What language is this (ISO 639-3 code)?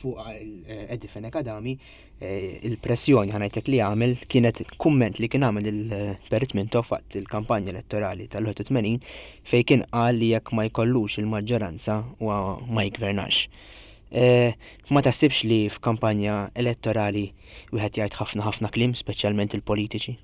mlt